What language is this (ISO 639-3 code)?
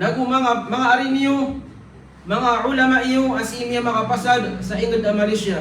mrw